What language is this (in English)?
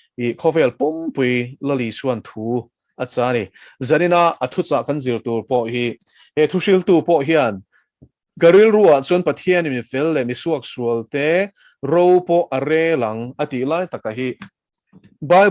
Mizo